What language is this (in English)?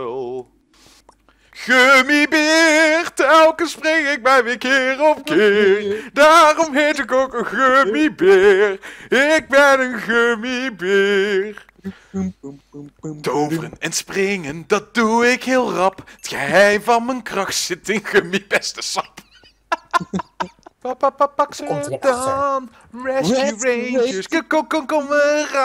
Dutch